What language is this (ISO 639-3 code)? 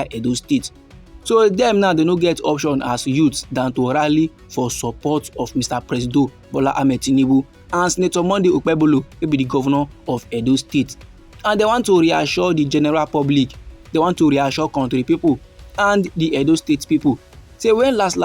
pcm